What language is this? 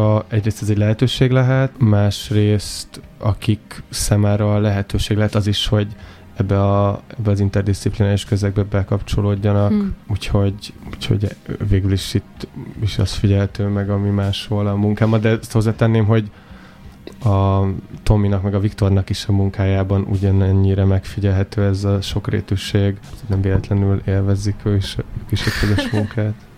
Hungarian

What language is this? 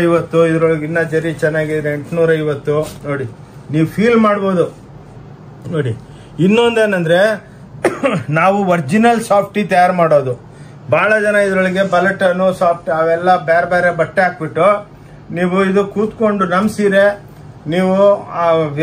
Kannada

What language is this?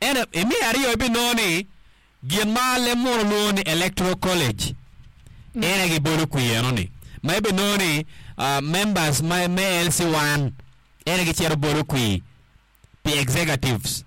Acoli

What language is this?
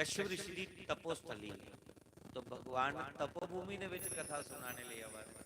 Dogri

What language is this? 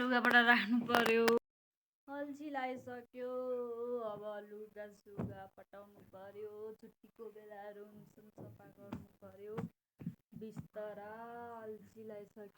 Nepali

